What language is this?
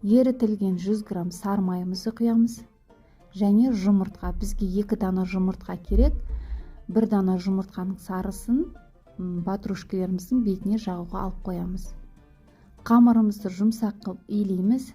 Kazakh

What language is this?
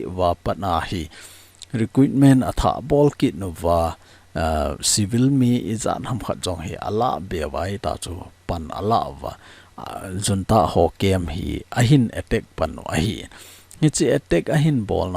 Thado Chin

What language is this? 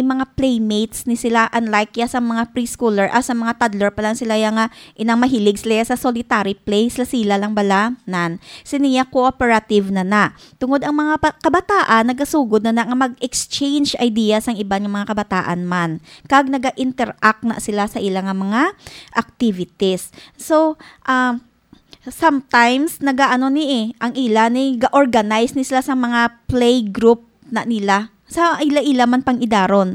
Hiligaynon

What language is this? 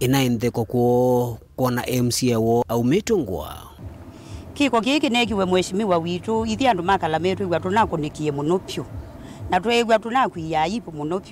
Kamba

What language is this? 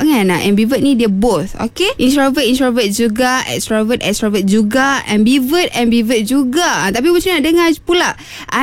Malay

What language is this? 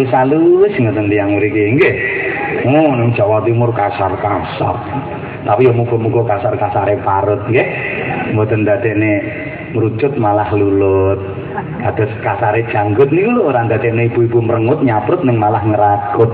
Javanese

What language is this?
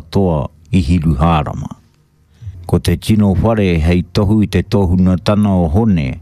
Māori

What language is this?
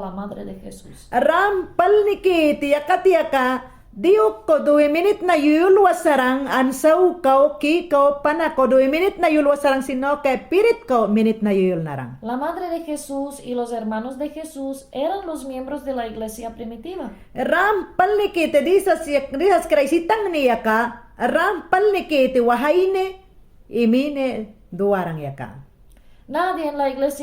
Mayangna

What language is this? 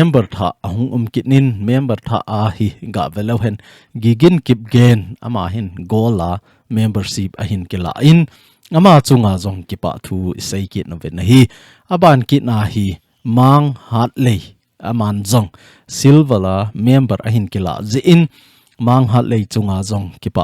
Thado Chin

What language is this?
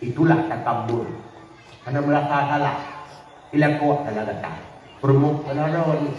Achinese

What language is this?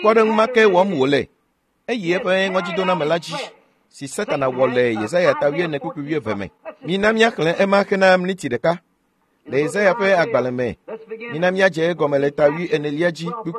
Ewe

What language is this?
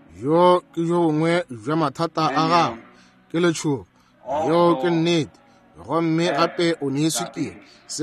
Northern Sotho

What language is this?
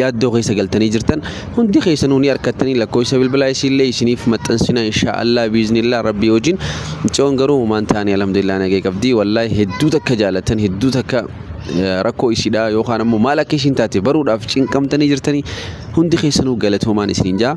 Oromo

